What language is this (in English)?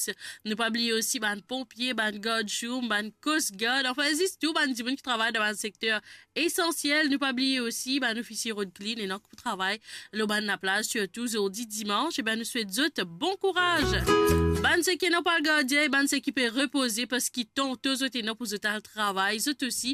Morisyen